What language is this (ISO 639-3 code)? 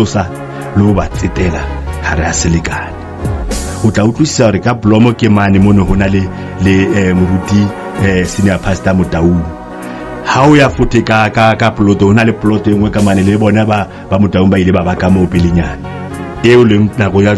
sot